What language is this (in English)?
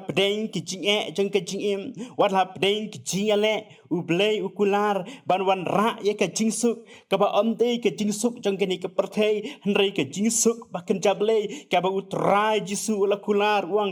Khasi